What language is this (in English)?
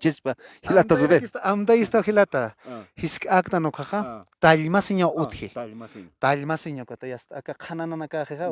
Aymara